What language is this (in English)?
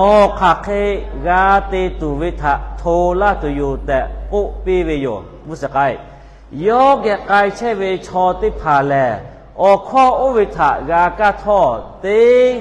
Lahu